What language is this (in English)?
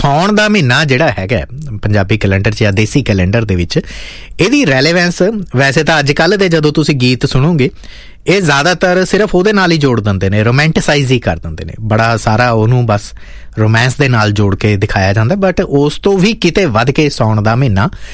Punjabi